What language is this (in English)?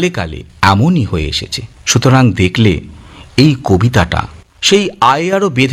Bangla